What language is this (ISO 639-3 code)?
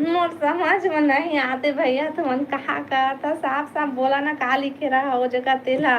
hne